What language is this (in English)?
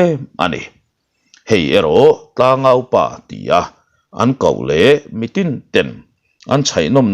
Mizo